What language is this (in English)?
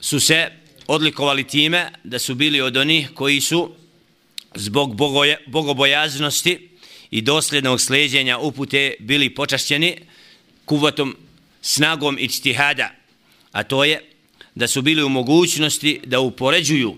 Bosnian